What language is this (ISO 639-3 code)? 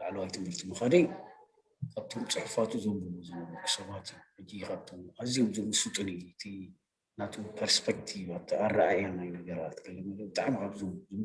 tir